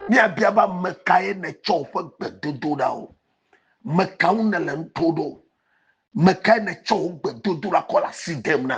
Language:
Ewe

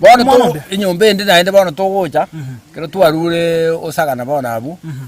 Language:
Gusii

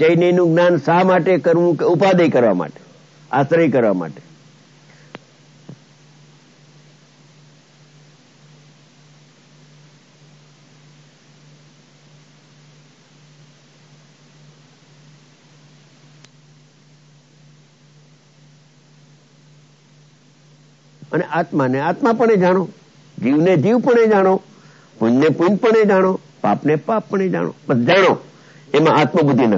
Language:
Gujarati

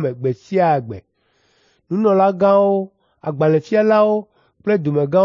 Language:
Ewe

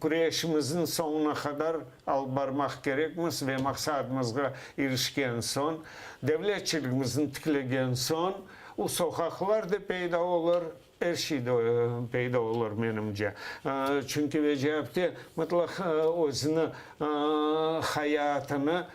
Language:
Crimean Tatar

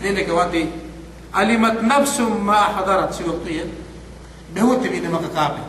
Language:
Yakan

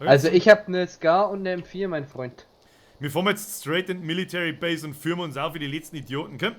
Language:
Bavarian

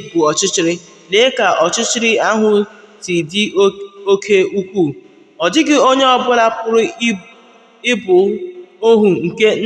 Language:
Igbo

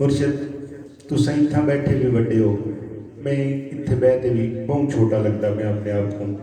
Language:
Saraiki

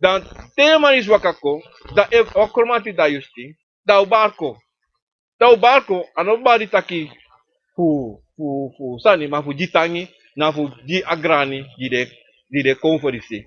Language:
Sranan Tongo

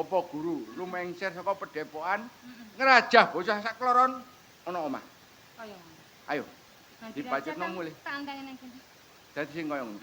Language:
Javanese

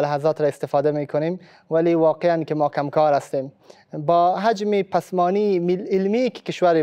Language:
Persian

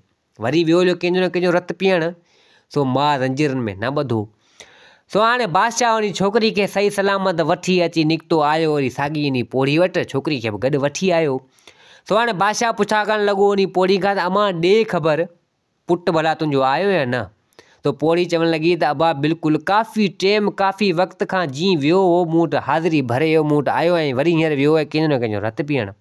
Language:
Sindhi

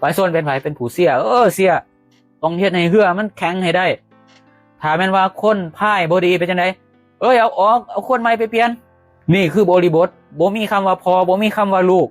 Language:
Lao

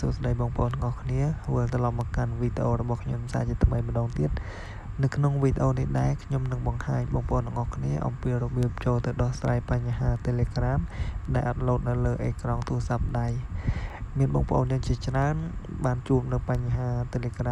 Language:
Khmer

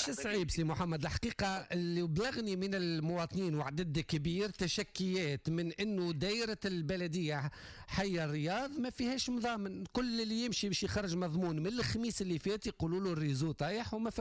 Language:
Tunisian Arabic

